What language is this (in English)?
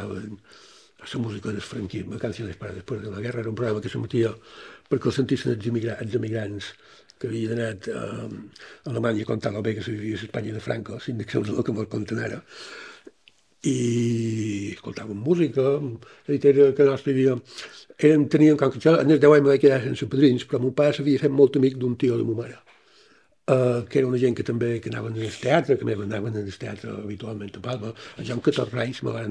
Catalan